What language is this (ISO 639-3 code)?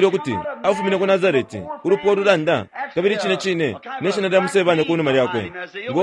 bem